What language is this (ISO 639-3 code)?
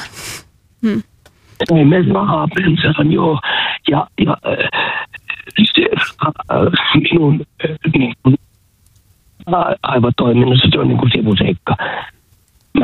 fin